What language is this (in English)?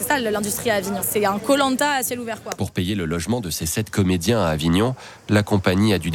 French